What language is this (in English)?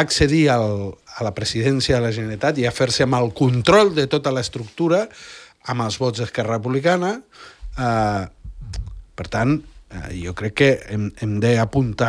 Catalan